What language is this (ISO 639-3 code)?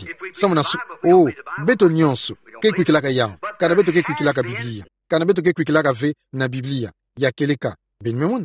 ktu